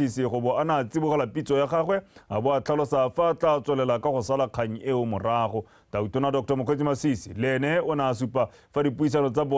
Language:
Tswana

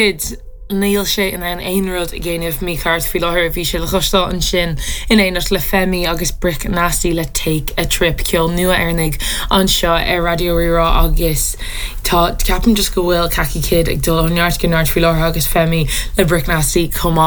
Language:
Irish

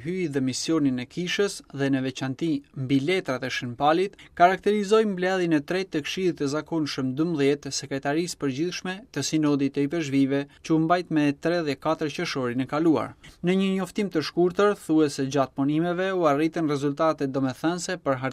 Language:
Albanian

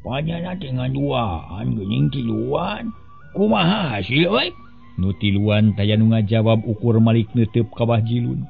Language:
Sundanese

